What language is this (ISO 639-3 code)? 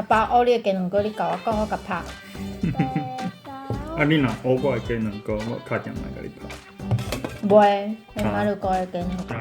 nan